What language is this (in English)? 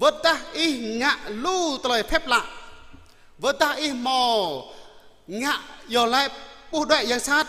Jarai